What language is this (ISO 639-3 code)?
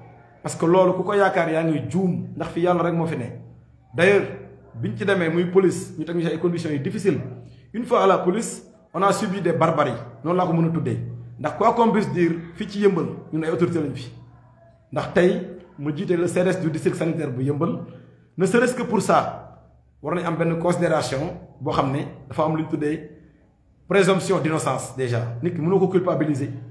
wol